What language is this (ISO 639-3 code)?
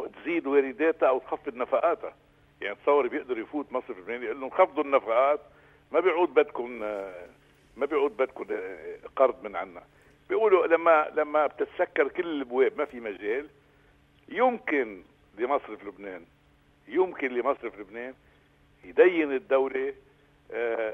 apc